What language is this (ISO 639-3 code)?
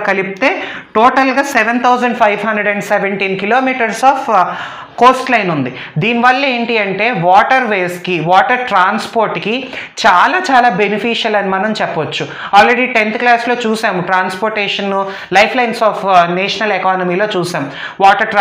tel